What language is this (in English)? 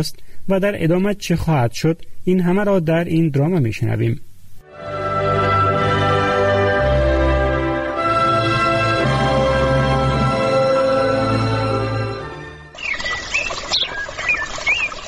Persian